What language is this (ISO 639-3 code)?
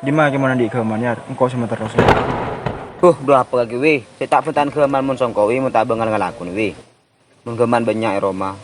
mad